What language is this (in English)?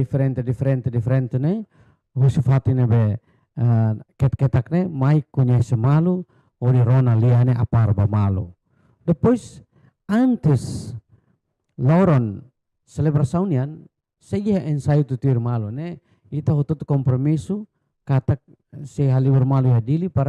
Tetum